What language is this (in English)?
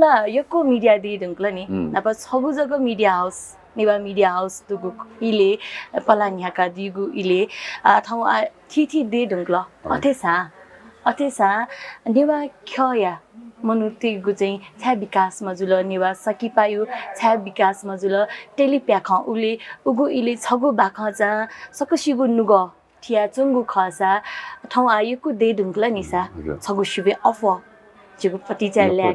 Newari